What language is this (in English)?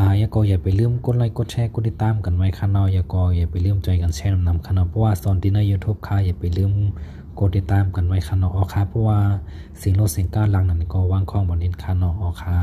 Shan